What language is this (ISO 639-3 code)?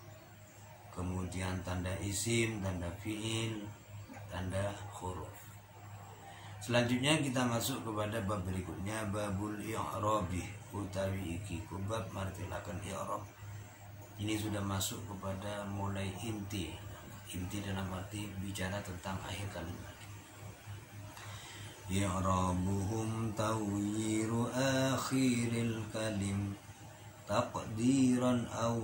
ind